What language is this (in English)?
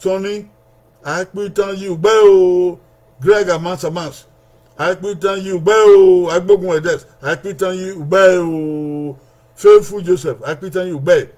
Bini